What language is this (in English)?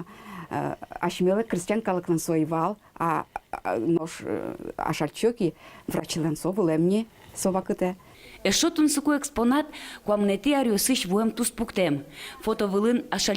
Udmurt